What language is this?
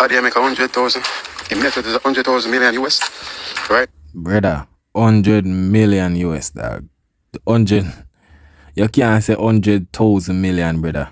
Jamaican Creole English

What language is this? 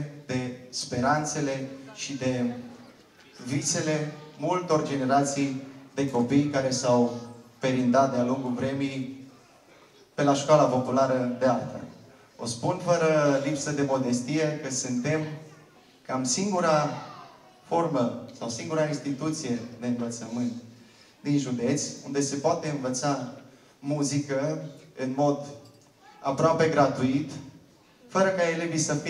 Romanian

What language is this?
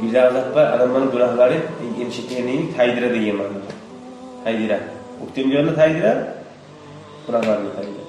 Kumyk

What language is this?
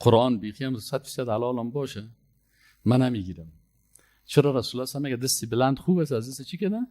Persian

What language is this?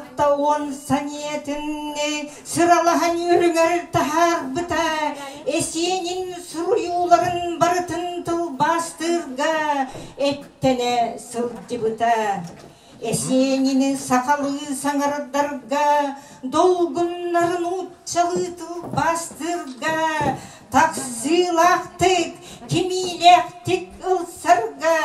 Yakut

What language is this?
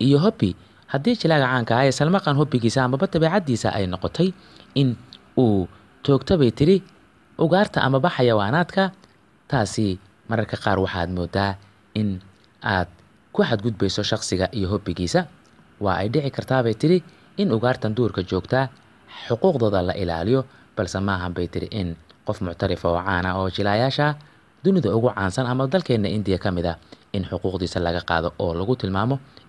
Somali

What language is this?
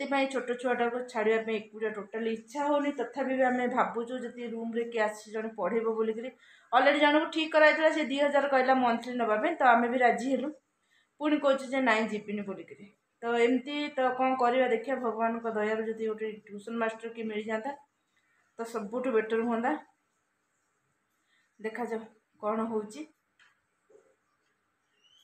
Odia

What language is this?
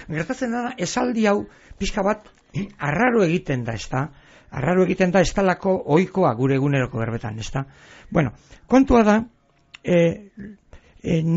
Basque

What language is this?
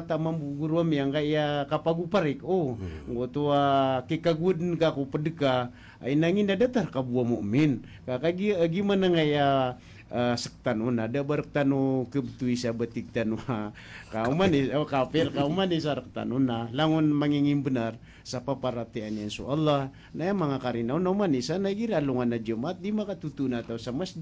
Maranao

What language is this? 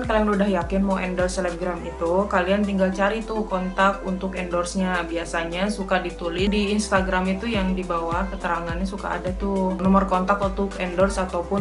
Indonesian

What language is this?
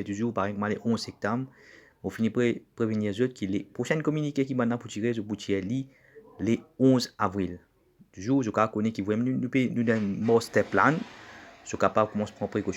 Morisyen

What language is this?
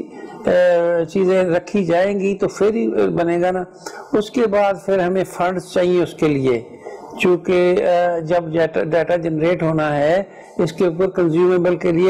Urdu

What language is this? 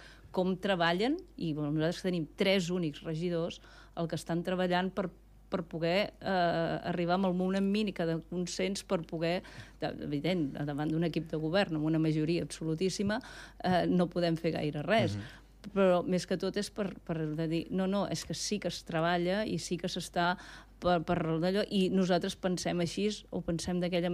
Catalan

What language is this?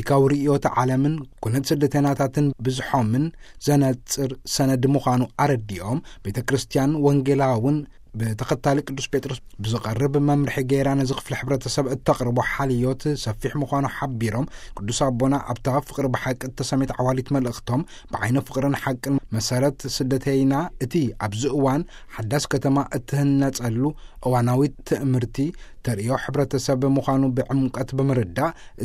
Tigrinya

